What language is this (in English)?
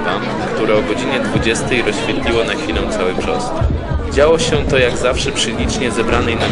Polish